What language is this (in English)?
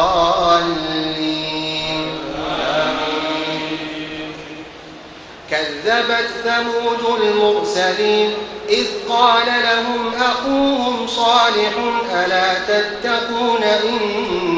Arabic